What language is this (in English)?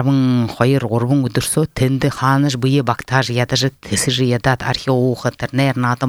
Buriat